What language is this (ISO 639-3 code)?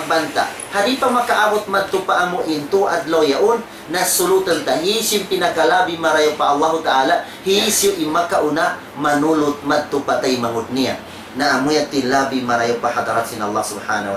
tsg